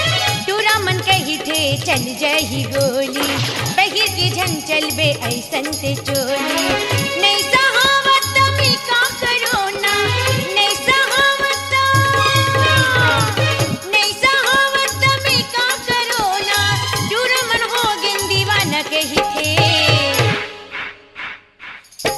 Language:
Chhattisgarhi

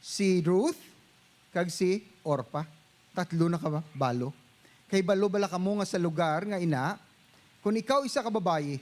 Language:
Hiligaynon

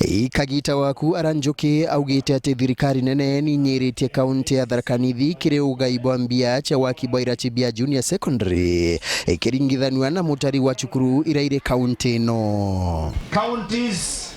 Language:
Meru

